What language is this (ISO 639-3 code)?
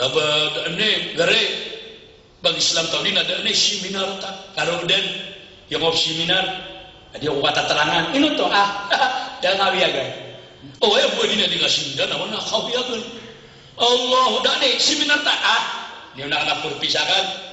mrw